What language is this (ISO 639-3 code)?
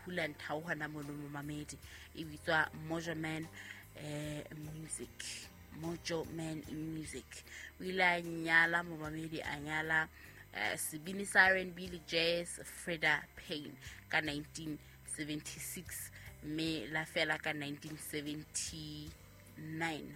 sot